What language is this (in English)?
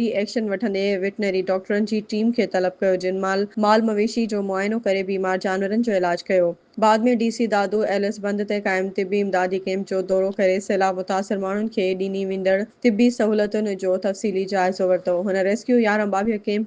Sindhi